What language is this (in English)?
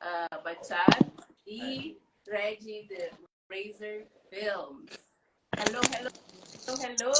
Kabuverdianu